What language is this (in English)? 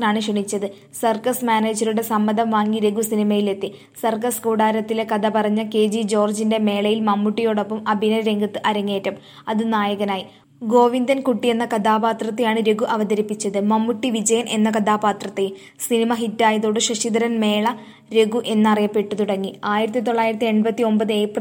Malayalam